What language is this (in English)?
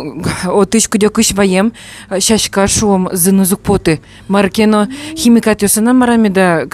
Udmurt